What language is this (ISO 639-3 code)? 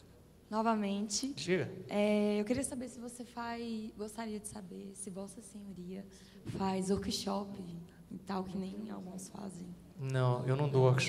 por